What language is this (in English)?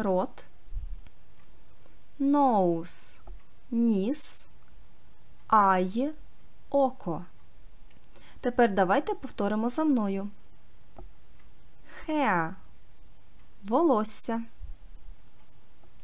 Ukrainian